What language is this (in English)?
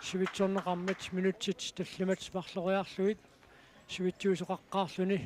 Kalaallisut